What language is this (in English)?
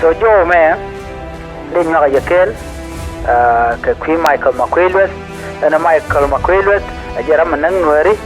Nuer